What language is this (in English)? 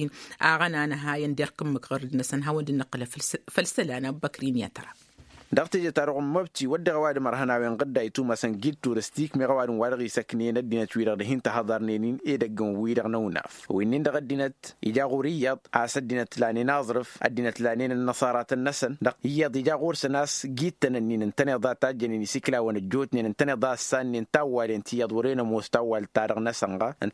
Tamasheq